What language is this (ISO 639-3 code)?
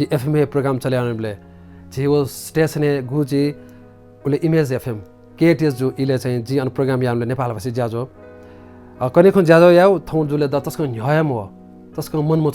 new